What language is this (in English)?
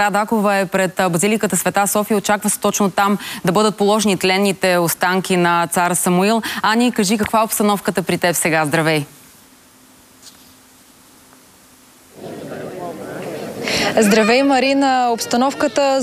Bulgarian